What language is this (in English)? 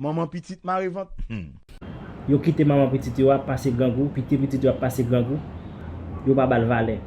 Haitian Creole